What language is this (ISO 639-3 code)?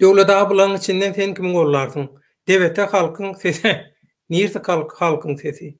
tuk